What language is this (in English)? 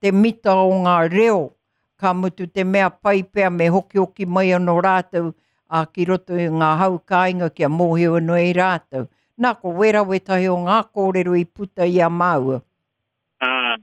Māori